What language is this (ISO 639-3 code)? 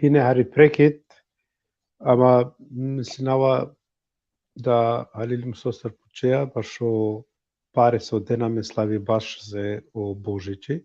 rmn